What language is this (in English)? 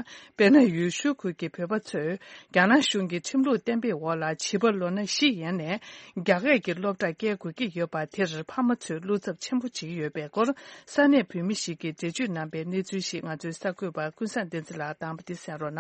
Tibetan